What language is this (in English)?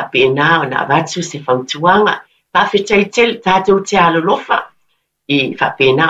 Samoan